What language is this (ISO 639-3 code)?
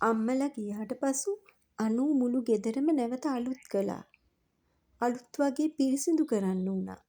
sin